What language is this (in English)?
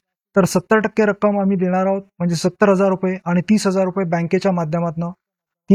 Marathi